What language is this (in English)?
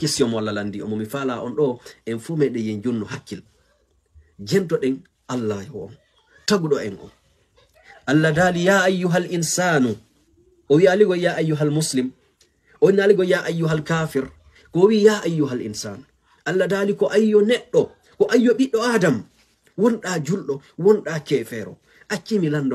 Fula